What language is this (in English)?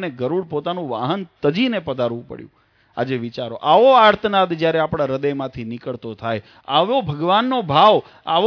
Gujarati